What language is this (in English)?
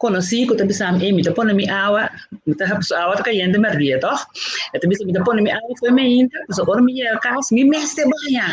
Papiamento